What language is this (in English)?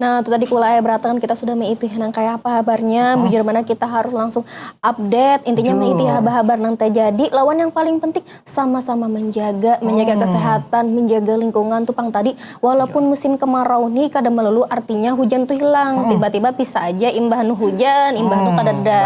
Banjar